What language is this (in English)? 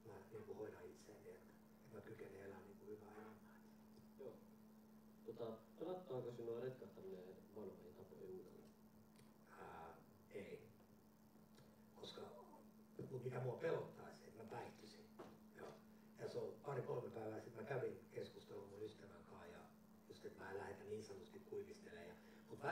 Finnish